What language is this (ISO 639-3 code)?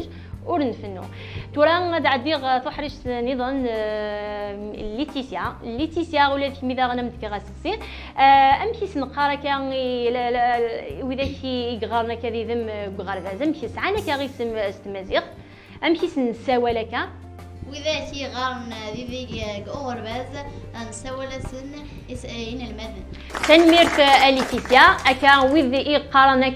kab